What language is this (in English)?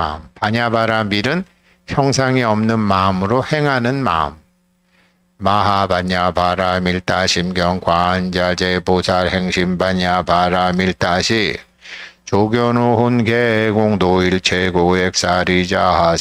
Korean